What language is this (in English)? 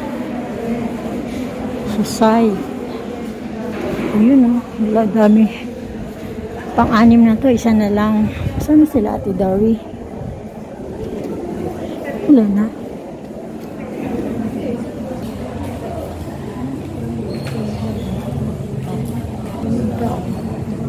Filipino